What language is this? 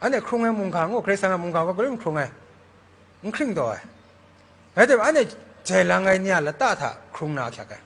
Kachin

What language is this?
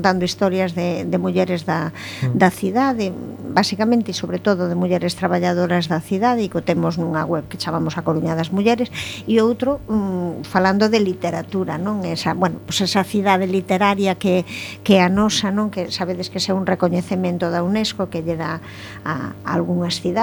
Galician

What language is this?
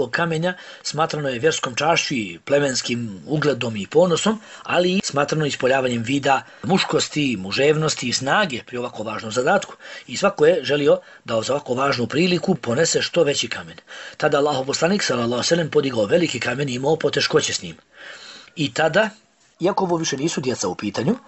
Bosnian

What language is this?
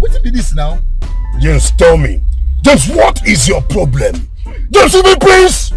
Nigerian Pidgin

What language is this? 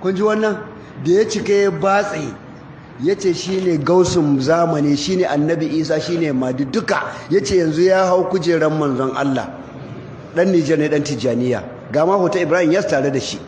Hausa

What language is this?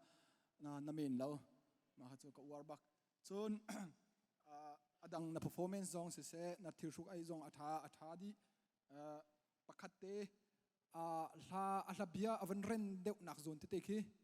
Hakha Chin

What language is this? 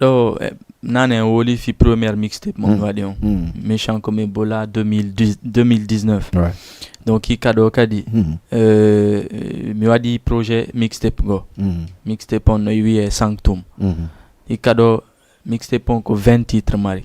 Fula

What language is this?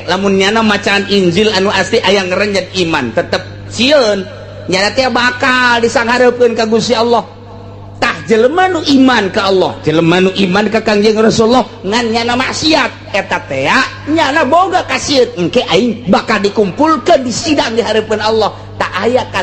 Sundanese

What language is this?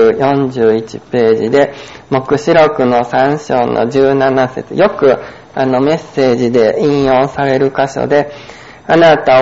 Japanese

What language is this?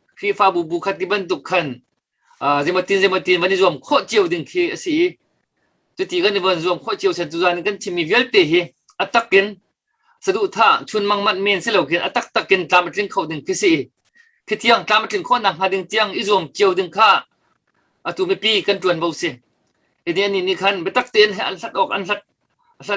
Hakha Chin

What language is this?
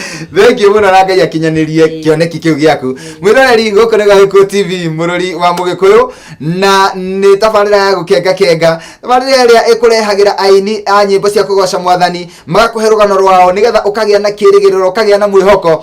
Kikuyu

